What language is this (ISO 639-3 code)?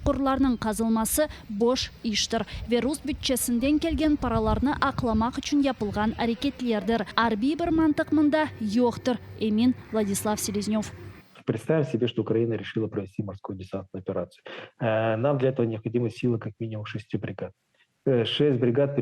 crh